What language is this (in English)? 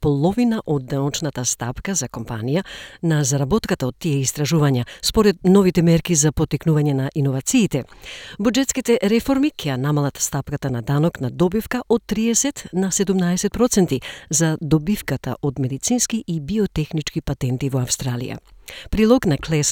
Macedonian